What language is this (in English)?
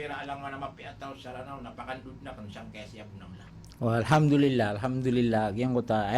Maranao